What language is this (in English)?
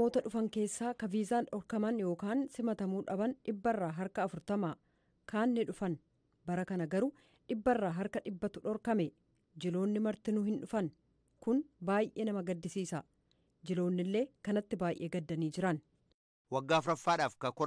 Oromo